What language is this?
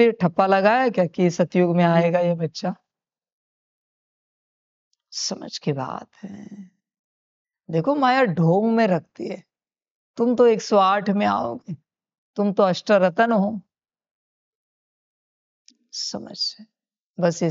Hindi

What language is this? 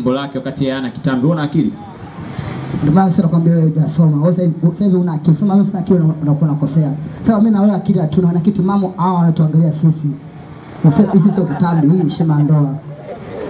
Swahili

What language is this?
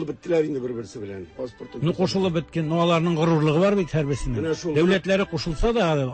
Tatar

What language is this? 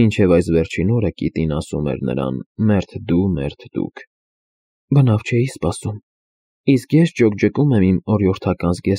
Armenian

